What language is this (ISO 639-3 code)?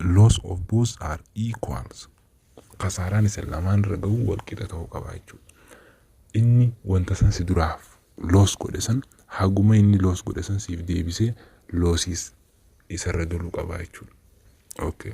orm